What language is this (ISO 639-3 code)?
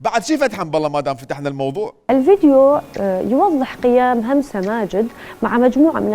acm